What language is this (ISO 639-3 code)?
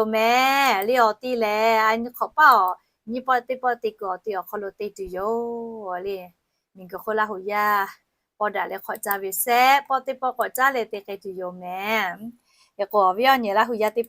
lhu